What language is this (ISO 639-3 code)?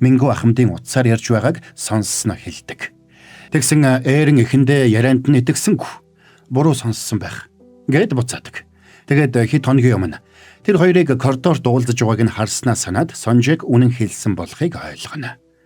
mon